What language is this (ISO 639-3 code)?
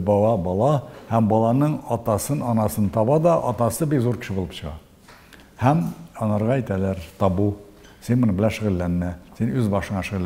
tat